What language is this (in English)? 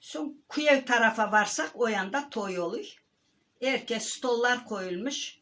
Crimean Tatar